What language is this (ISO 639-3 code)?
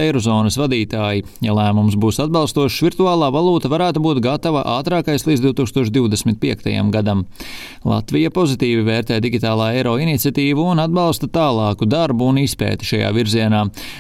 lav